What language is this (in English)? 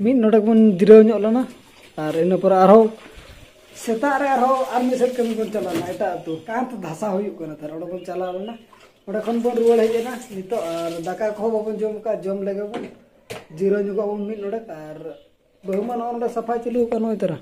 Santali